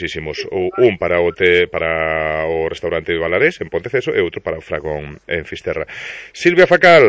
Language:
Galician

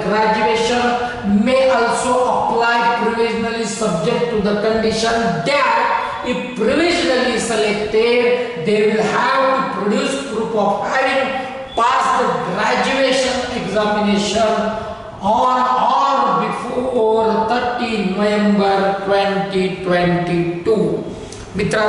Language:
Marathi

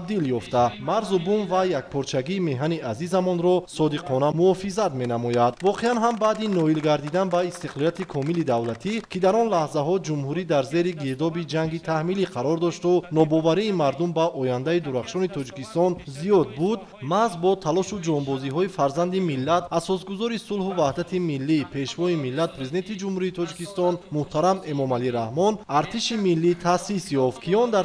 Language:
Tajik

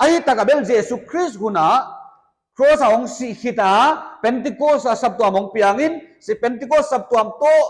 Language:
Paite Chin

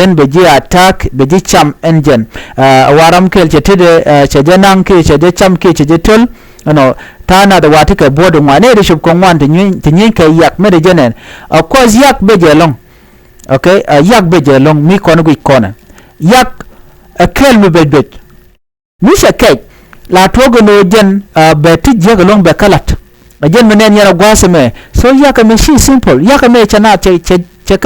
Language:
Nuer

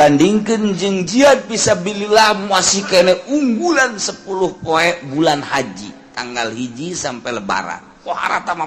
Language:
Sundanese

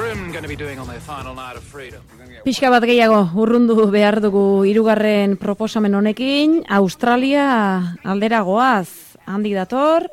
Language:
Basque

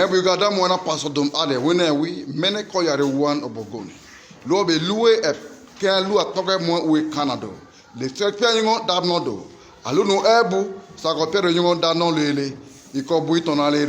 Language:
Khana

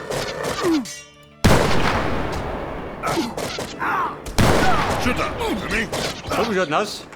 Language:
Bavarian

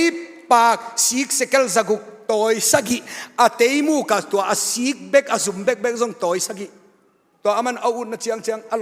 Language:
Tedim Chin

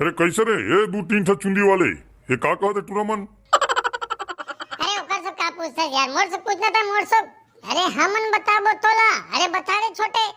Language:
Chhattisgarhi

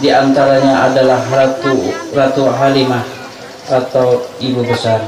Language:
Banjar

